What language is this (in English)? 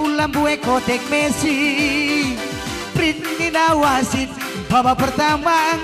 Batak Karo